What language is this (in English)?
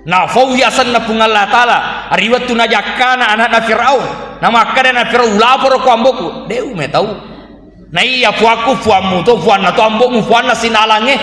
Buginese